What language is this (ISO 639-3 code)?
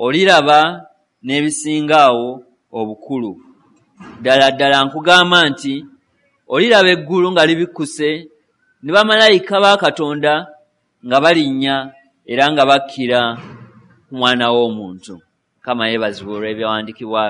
lug